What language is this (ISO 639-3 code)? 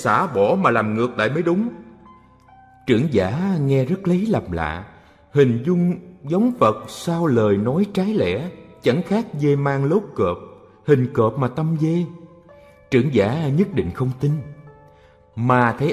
vie